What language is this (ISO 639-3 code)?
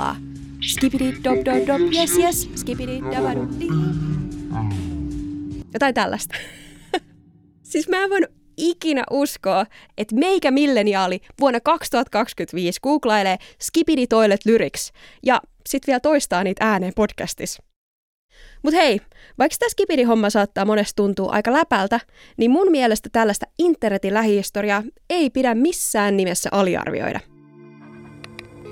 fin